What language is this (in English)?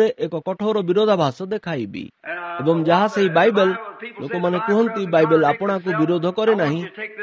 Odia